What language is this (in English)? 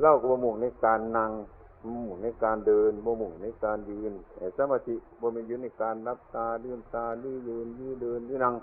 Northeastern Thai